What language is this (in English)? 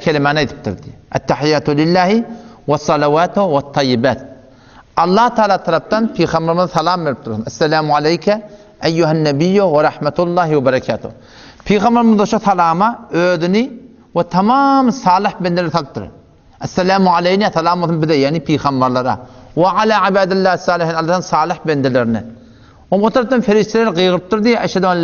Turkmen